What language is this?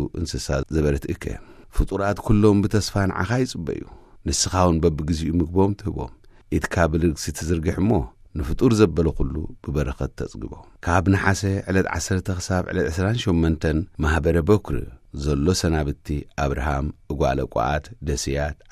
Tigrinya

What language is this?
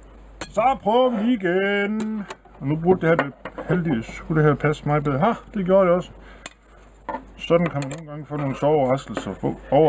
Danish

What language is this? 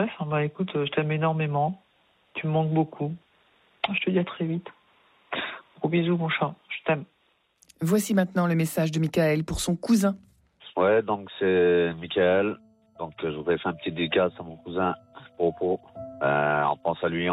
French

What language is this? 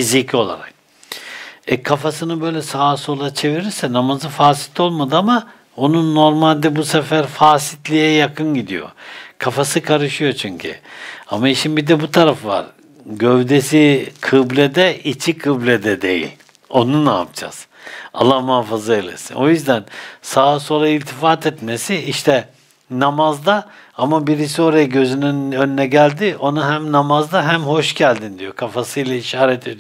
Turkish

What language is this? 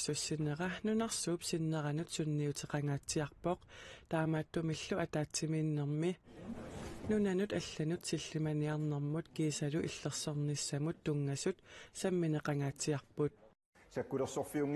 Kalaallisut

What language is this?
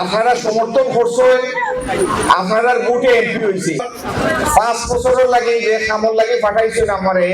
Sylheti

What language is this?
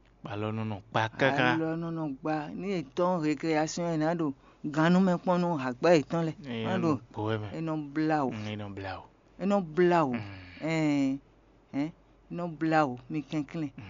Fon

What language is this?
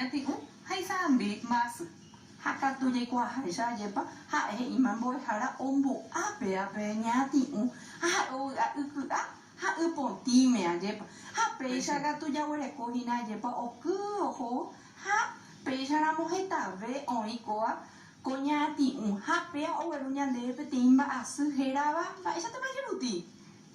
Guarani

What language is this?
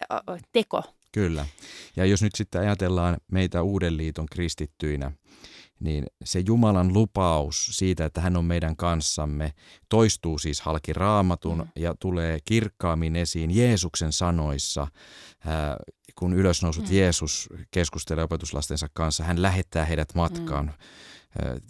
Finnish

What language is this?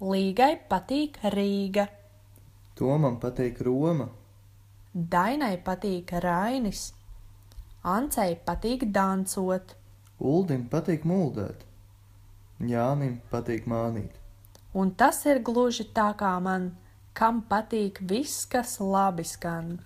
Latvian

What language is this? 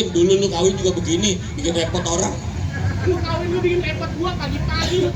Betawi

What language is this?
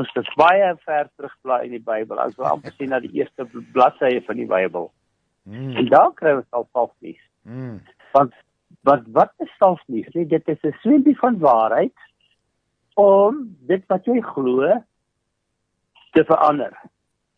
Afrikaans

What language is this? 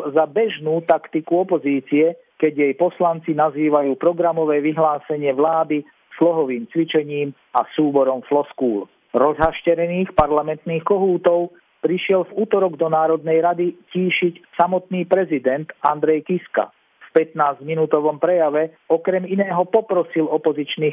Slovak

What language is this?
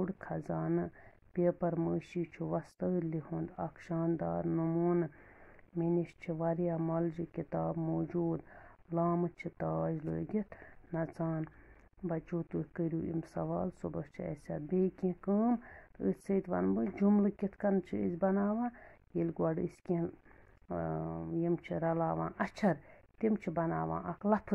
Kashmiri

